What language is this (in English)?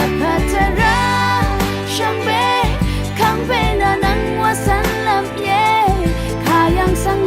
Rawang